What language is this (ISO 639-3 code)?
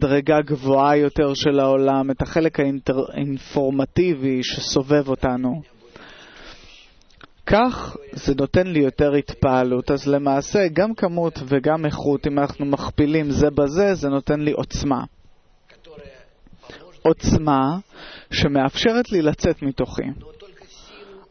heb